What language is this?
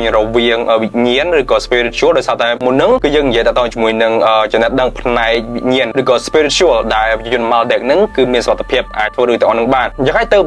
Khmer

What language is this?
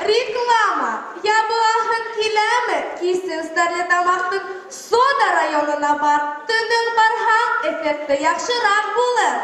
Bashkir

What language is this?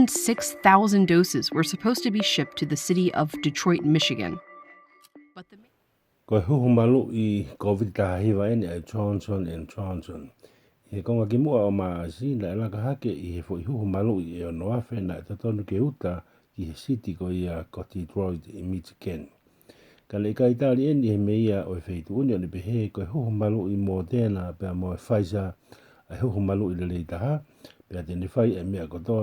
Tongan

